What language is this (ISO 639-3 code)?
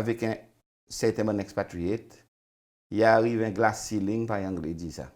crs